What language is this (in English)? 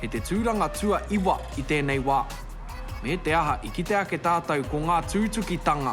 Māori